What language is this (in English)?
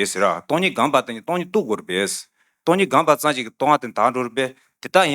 Tibetan